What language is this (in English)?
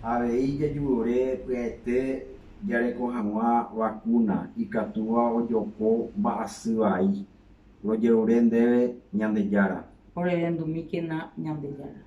Guarani